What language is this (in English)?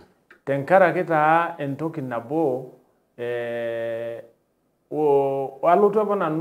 Masai